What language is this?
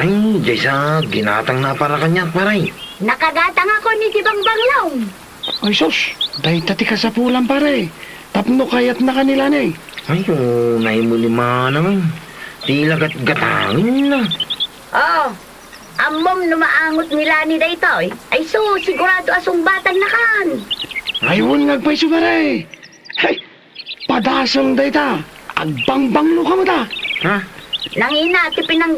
Iloko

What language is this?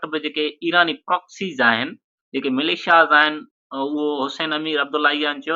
Sindhi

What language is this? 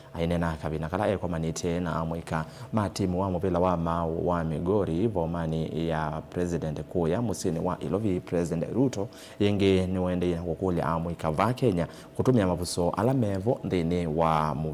Kamba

